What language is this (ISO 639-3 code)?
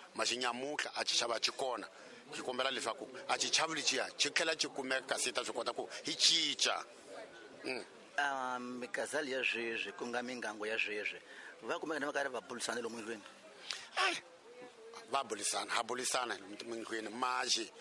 tso